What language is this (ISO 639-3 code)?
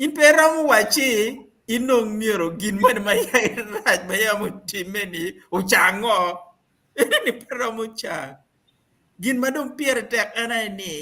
ach